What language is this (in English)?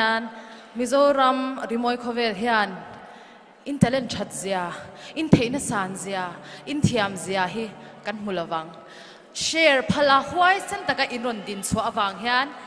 Mizo